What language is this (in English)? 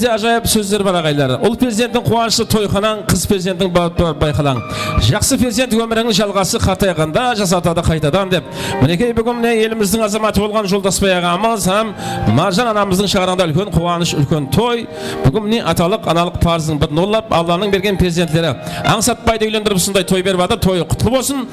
Kara-Kalpak